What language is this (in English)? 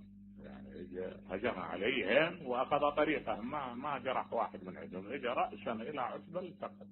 Mesopotamian Arabic